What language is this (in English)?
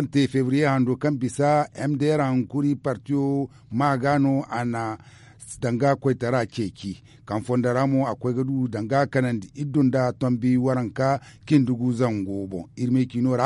Zarma